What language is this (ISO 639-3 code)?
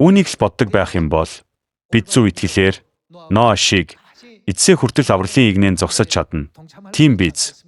mon